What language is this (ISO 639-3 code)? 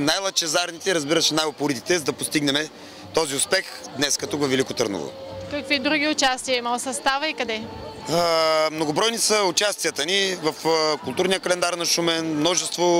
bul